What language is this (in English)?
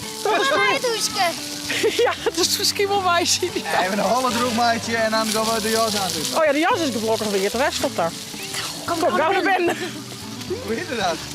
Western Frisian